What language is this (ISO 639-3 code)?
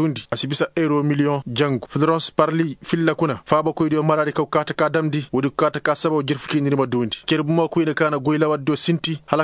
ses